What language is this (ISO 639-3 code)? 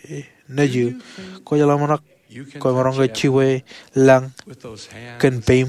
mah